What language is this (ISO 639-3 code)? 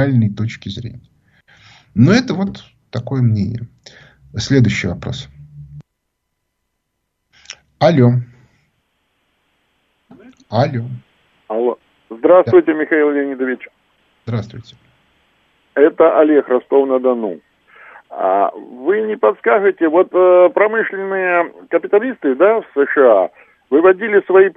rus